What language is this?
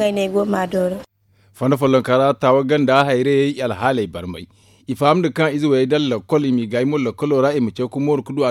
Zarma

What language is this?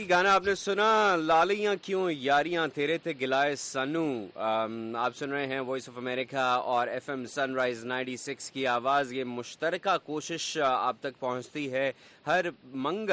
Urdu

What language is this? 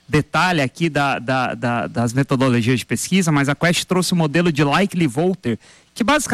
Portuguese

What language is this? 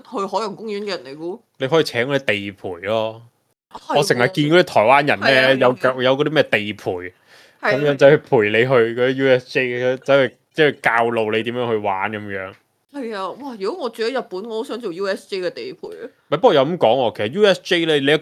Cantonese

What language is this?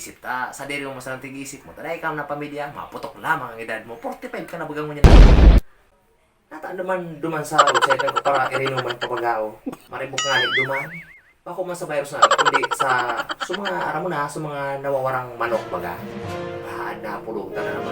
Bikol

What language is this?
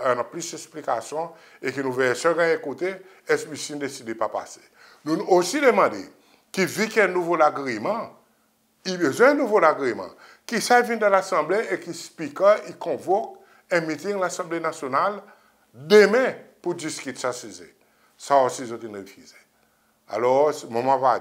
Seselwa Creole French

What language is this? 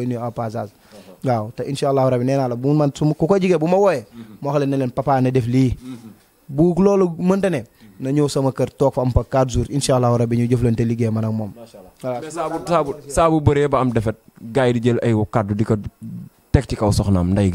Wolof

